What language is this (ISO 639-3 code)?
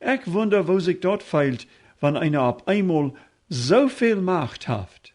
pdt